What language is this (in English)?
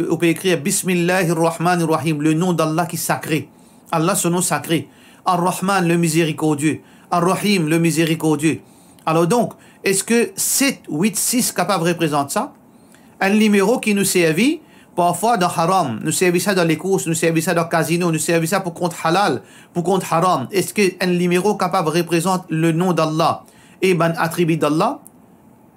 Morisyen